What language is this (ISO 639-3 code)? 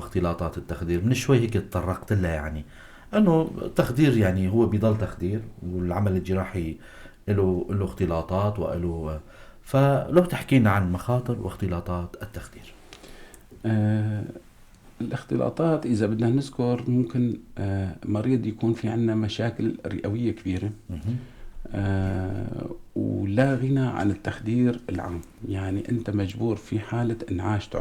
apc